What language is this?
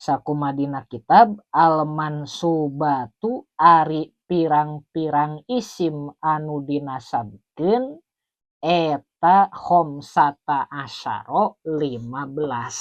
Sundanese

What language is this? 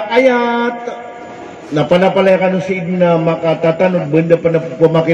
Maranao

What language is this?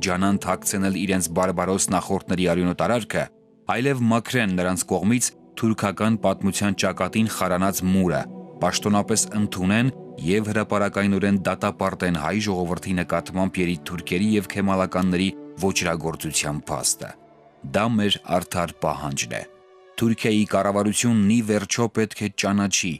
Western Armenian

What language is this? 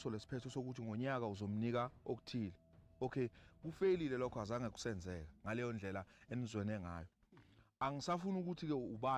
Zulu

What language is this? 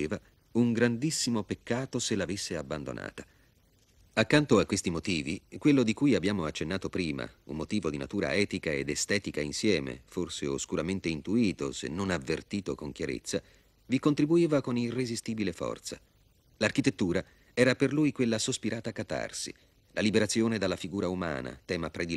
Italian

